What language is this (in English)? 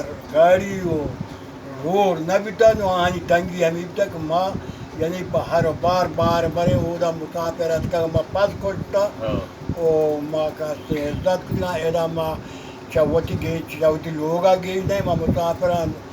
Baluchi